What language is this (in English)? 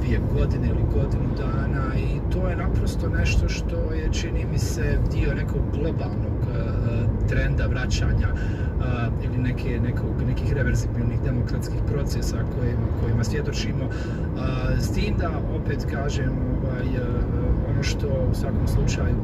Croatian